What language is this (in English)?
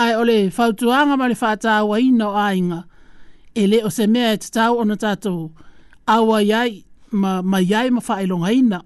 Samoan